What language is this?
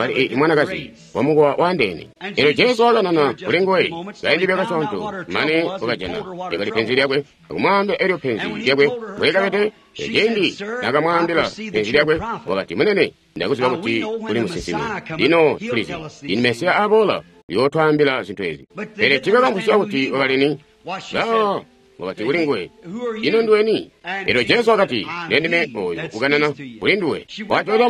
Tonga (Zambia)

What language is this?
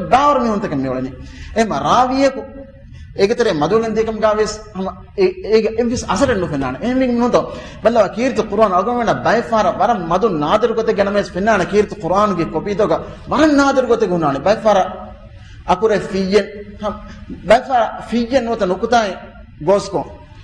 Divehi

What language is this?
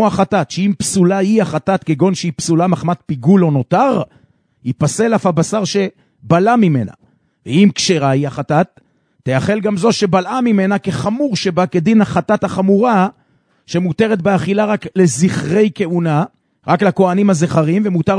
Hebrew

